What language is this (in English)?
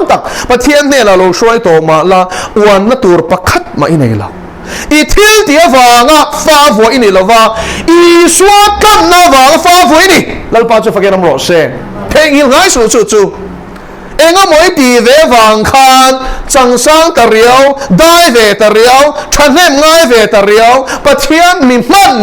Mizo